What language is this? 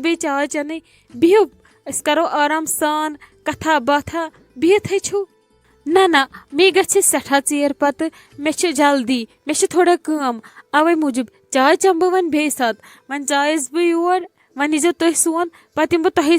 Kashmiri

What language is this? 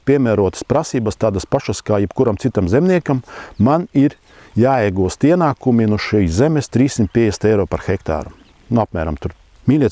Latvian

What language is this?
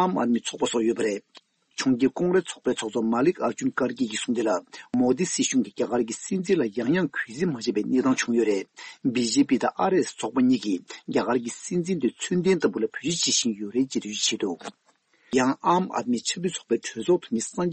Tibetan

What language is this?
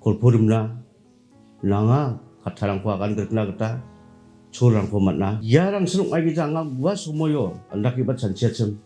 Garo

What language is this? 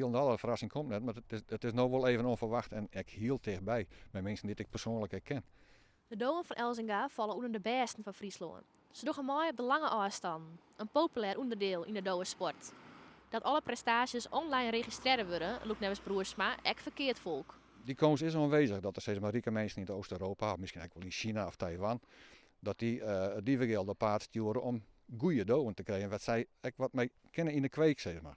Western Frisian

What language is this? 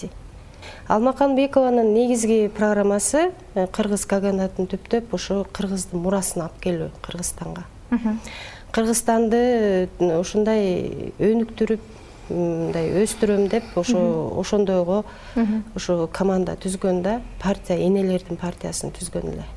Kyrgyz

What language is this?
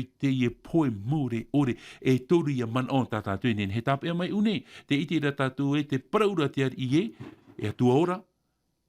Tahitian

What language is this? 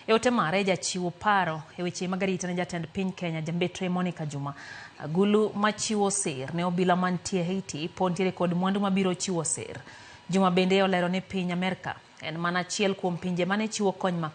Luo (Kenya and Tanzania)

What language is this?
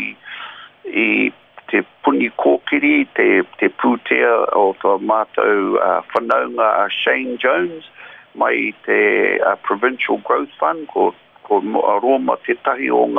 Māori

